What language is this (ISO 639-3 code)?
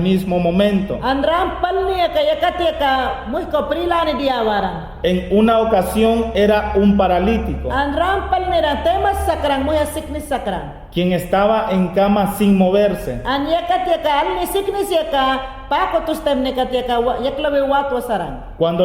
yan